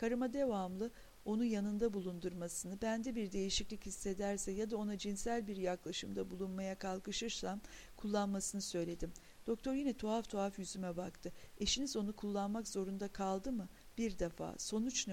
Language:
Turkish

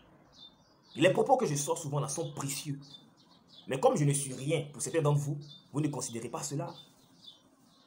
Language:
French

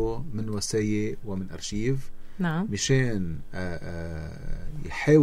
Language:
North Levantine Arabic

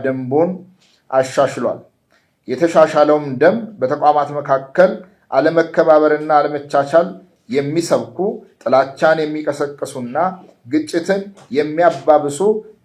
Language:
Amharic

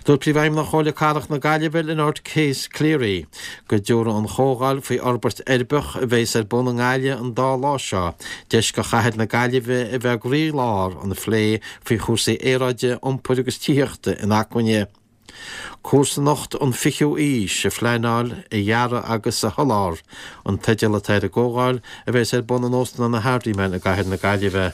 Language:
Irish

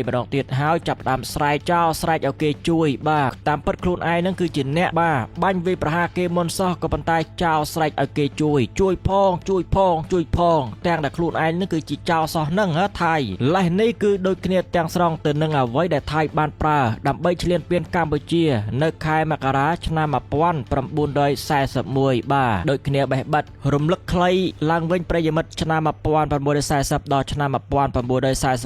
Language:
Khmer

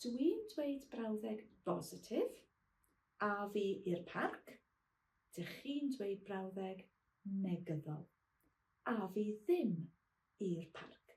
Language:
Welsh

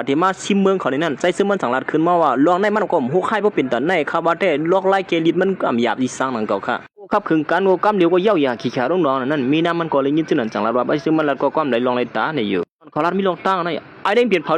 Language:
Shan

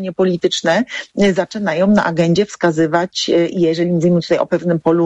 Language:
Polish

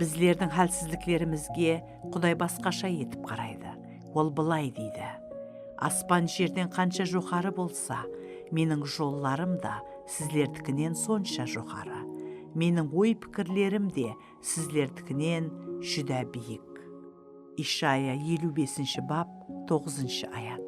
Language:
Kara-Kalpak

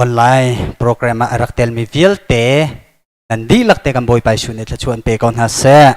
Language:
Hakha Chin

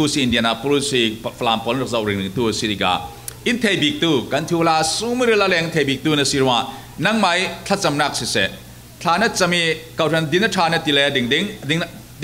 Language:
Falam Chin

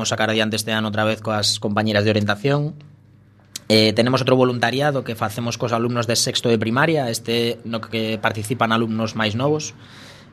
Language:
Galician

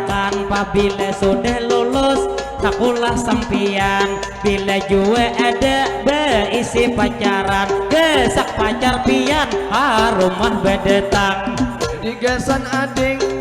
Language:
Banjar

